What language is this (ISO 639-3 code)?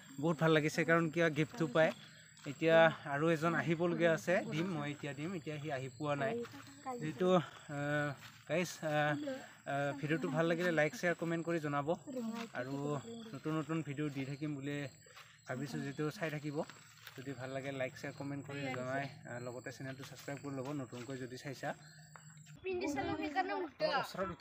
asm